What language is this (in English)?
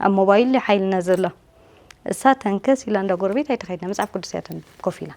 Tigrinya